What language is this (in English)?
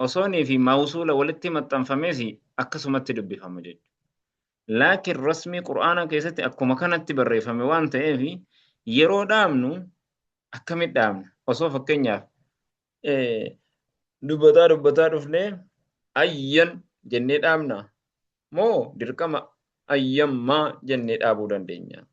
Oromo